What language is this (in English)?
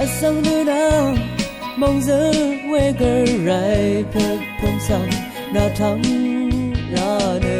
Rawang